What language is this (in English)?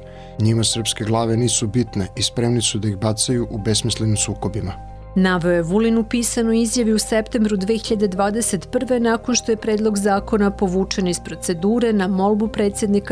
Serbian